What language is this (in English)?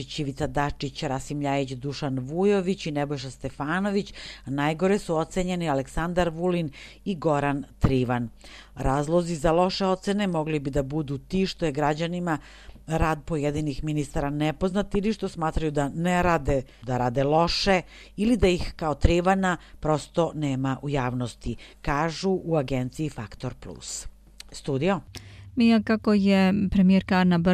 Serbian